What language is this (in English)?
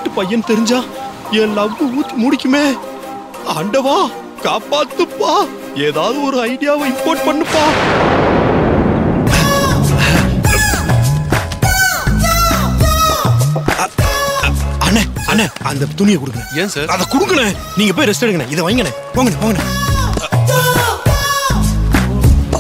Tamil